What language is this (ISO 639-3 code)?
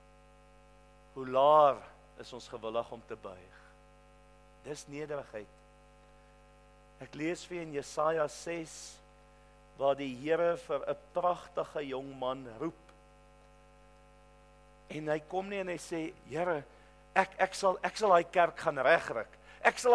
afr